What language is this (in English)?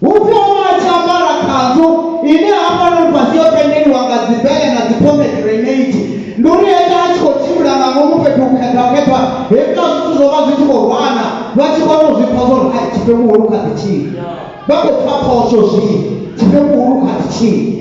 Venda